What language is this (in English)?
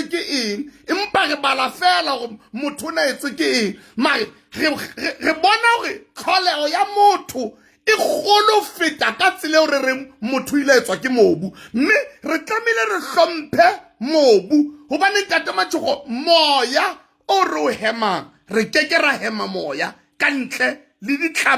Southern Sotho